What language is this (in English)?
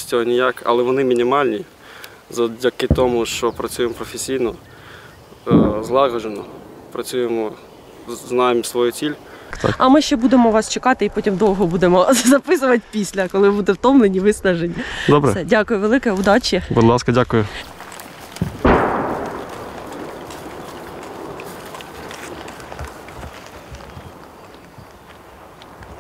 Ukrainian